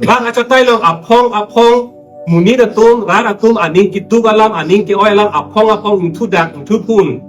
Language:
Karbi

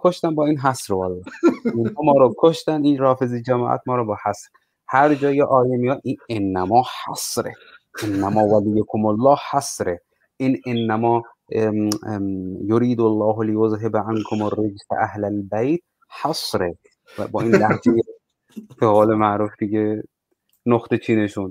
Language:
Persian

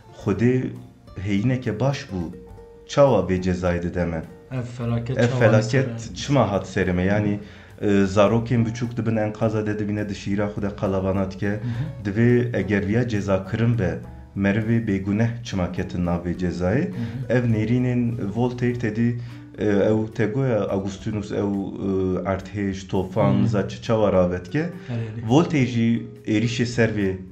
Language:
Kurdish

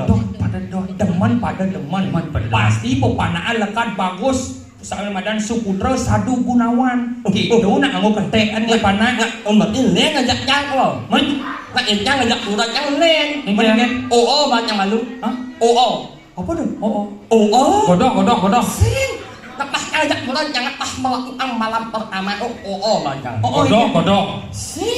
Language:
Balinese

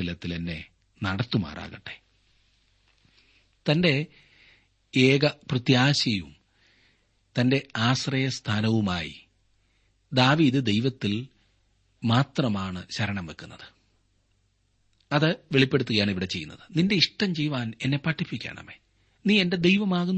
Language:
Malayalam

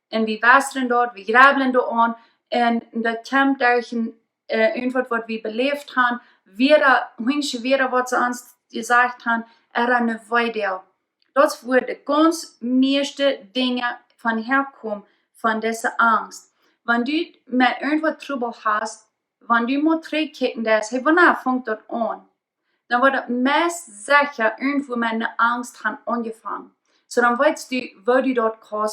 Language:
Plautdietsch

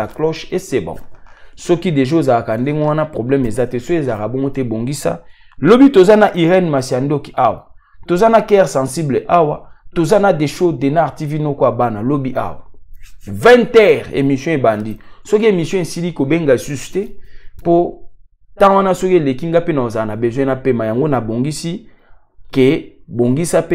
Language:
Lingala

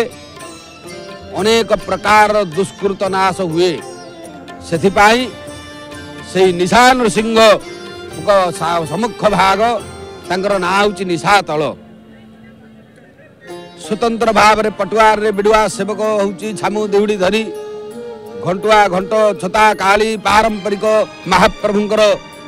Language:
Odia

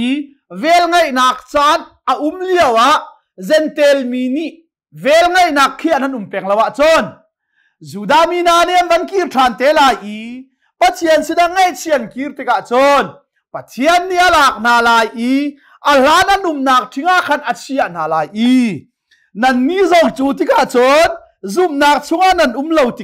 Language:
Hakha Chin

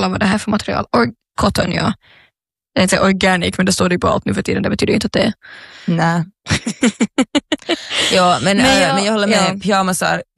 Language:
Swedish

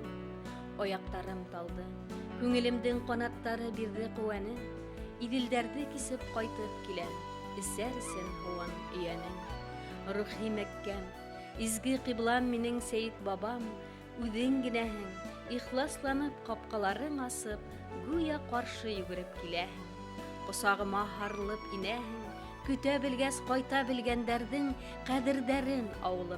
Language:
Bashkir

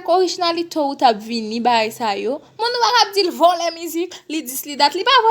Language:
Haitian Creole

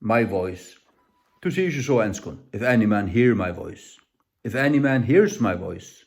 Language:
Faroese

